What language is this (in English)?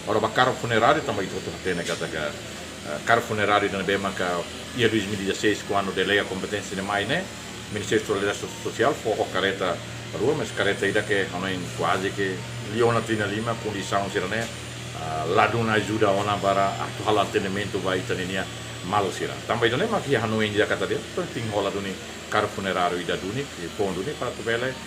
Tetum